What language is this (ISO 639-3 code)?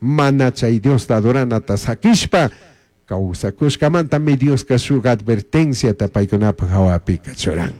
qug